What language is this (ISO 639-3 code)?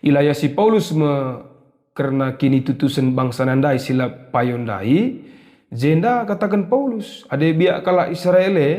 btx